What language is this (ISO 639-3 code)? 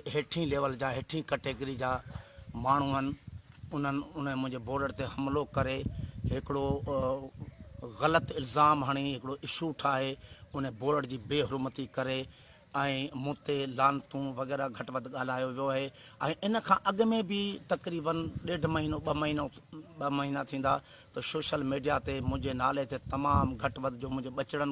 snd